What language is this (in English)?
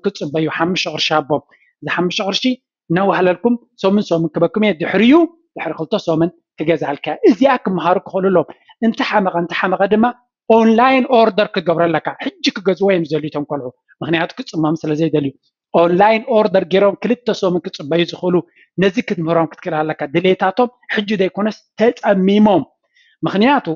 Tigrinya